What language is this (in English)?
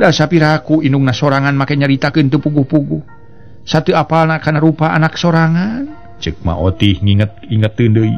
Sundanese